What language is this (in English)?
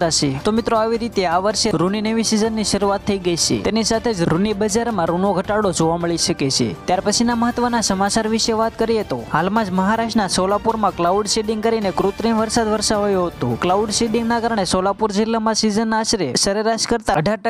Gujarati